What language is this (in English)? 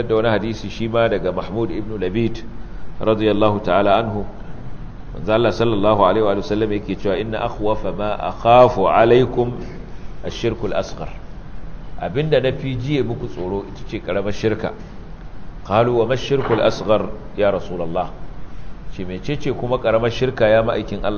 Hausa